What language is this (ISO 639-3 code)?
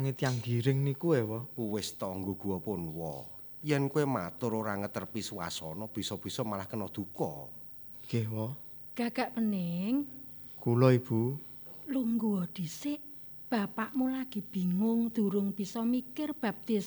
jav